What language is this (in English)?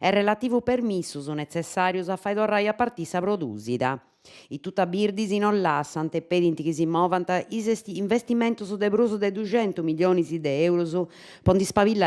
Sardinian